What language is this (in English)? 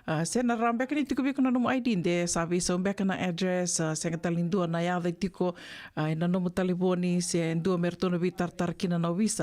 Fijian